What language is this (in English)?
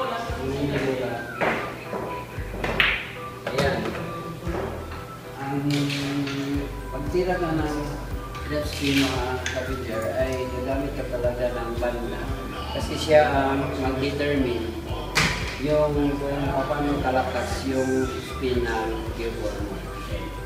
Filipino